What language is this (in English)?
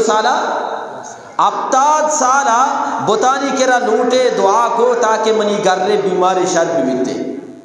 Eastern Balochi